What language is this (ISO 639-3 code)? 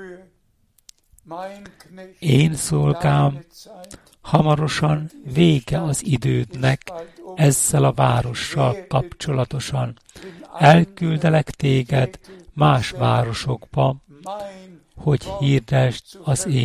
hun